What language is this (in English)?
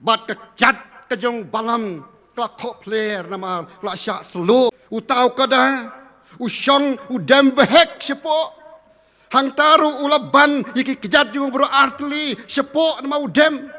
Khasi